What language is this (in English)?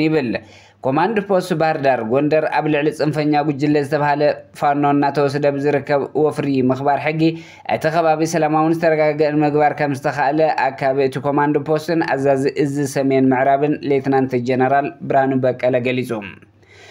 Tigrinya